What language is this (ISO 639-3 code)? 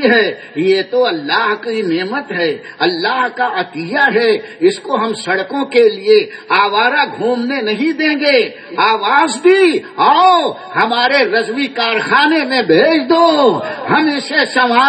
urd